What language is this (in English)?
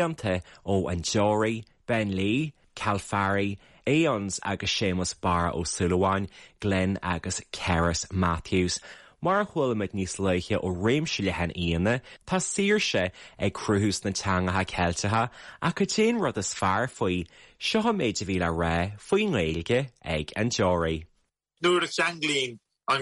Irish